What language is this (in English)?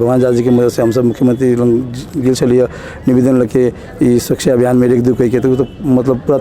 Maithili